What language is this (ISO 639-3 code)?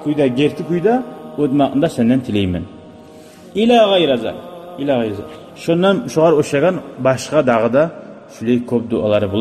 kum